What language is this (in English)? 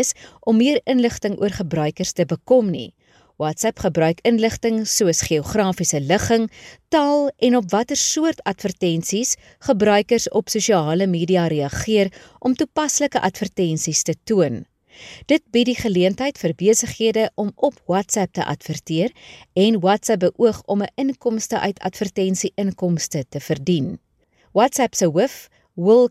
Afrikaans